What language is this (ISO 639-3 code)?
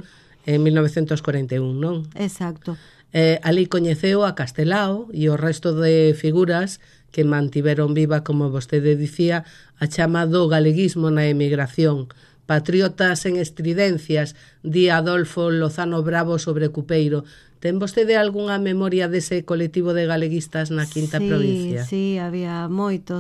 glg